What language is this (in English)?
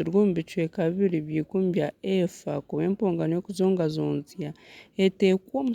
Nyankole